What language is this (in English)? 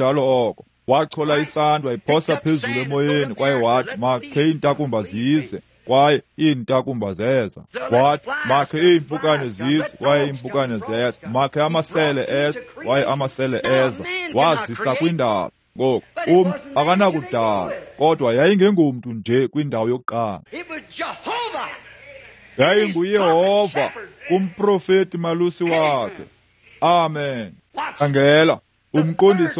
Xhosa